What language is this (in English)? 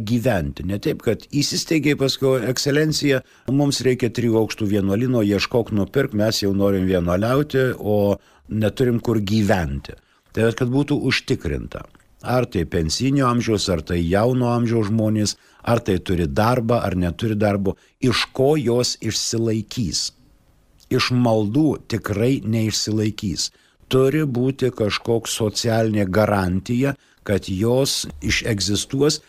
Lithuanian